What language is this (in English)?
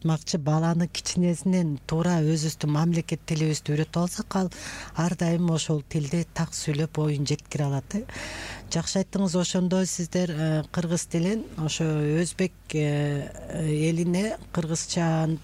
Kyrgyz